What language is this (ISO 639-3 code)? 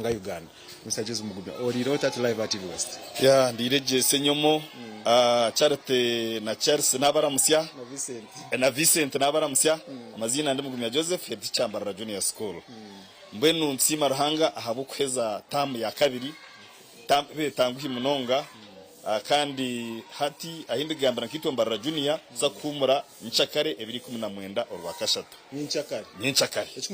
nyn